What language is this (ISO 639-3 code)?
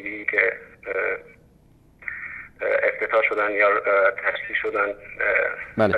fas